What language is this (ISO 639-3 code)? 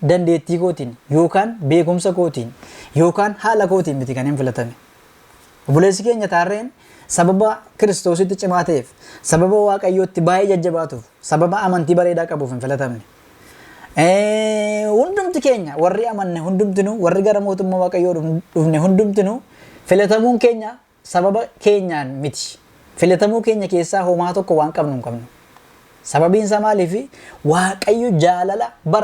orm